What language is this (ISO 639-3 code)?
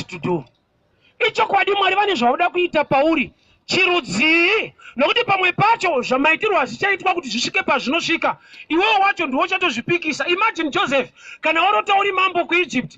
sna